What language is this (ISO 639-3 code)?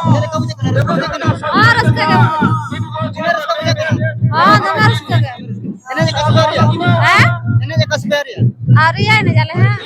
sat